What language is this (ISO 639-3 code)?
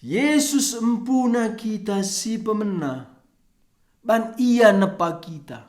btx